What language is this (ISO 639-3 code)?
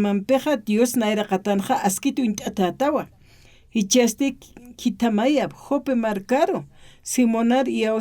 aym